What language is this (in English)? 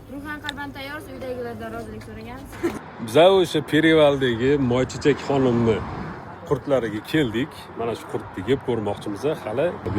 Uzbek